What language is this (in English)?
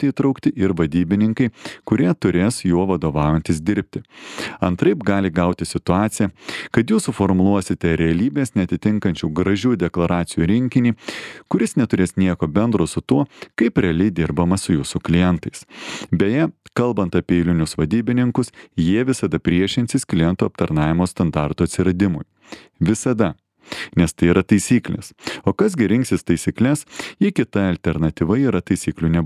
Lithuanian